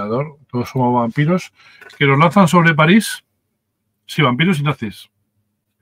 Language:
Spanish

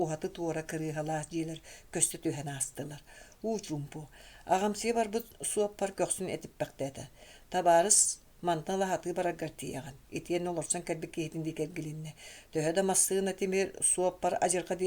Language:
Yakut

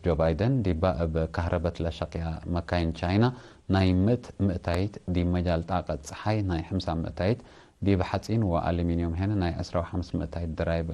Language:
Tigre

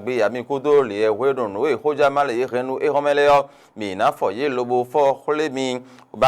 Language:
Fon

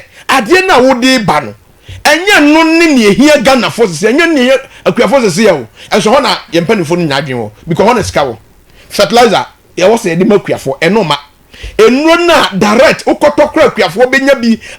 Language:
Akan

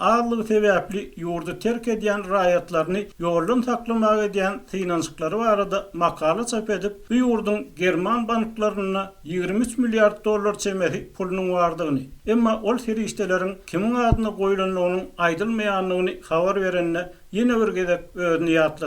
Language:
Turkmen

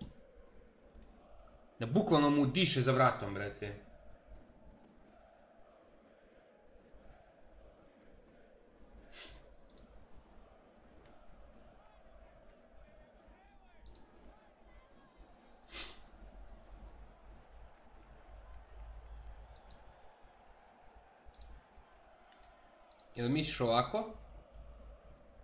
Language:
Serbian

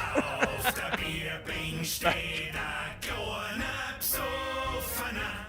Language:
Bavarian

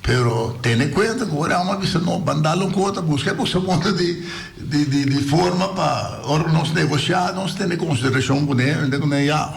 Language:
Papiamento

